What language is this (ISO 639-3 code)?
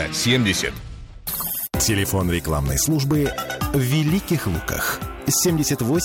rus